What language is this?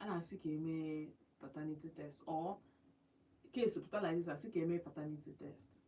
Igbo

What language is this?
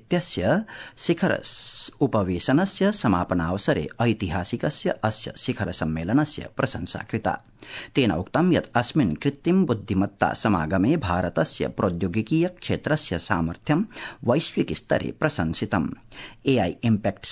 Sanskrit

